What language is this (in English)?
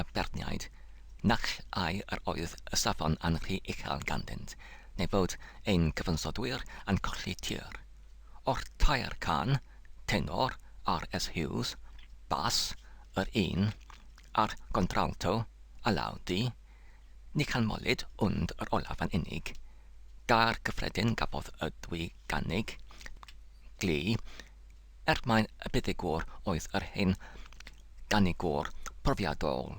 Welsh